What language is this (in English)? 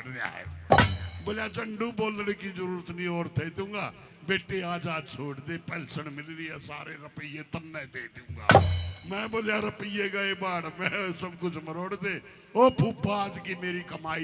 Haryanvi